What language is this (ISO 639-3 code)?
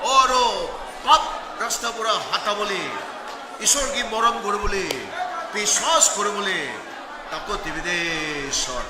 nag